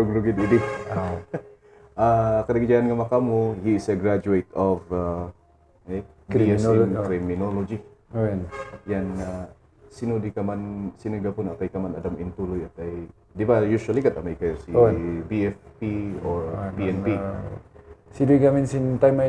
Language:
Kankanaey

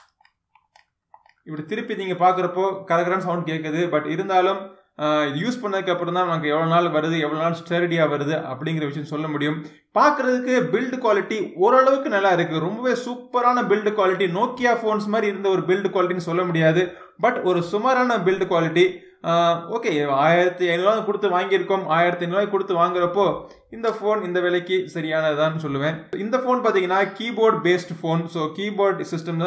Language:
Tamil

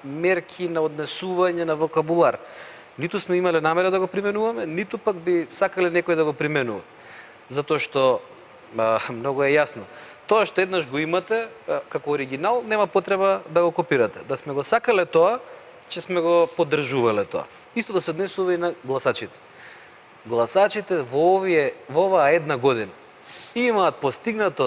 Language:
Macedonian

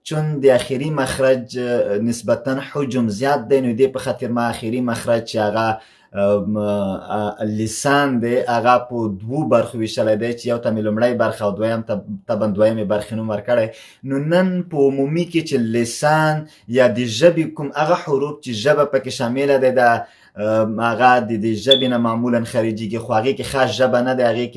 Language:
Pashto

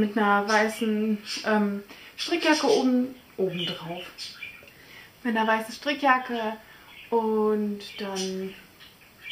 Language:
German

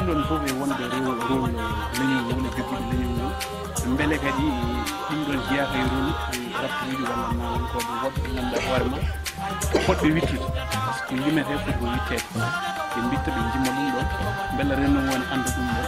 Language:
Fula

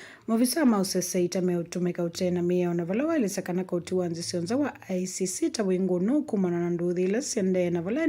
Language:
Kamba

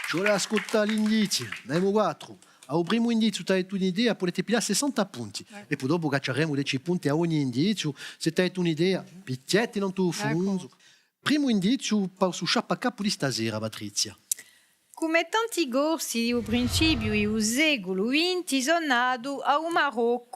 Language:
Corsican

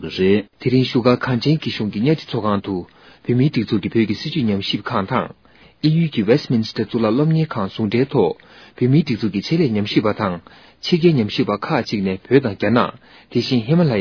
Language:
Tibetan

